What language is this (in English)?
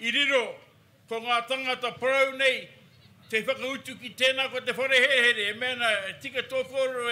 Māori